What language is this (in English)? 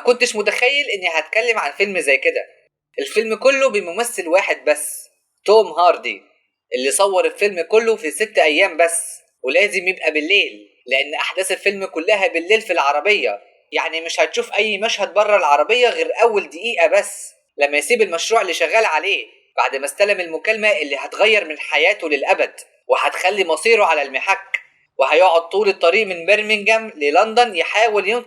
Egyptian Arabic